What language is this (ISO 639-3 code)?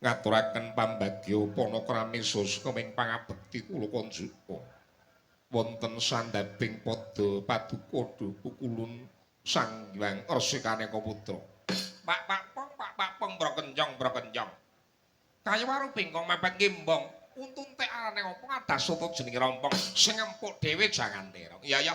jav